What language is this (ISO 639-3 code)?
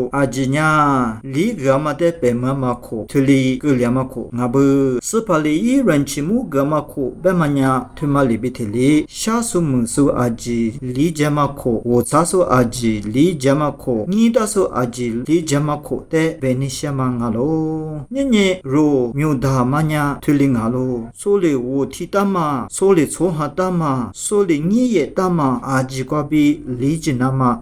lis